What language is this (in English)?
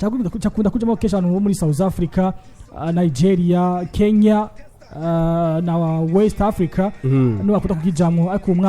Rundi